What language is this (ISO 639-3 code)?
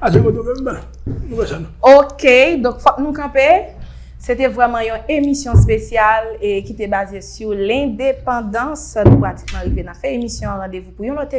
hat